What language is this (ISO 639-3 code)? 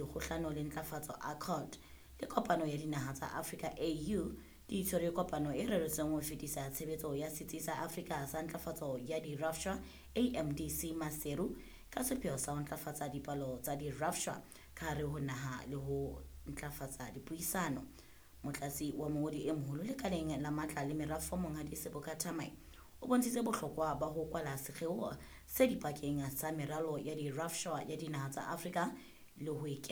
sot